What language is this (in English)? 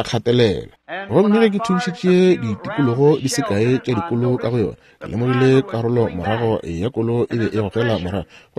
Northern Sotho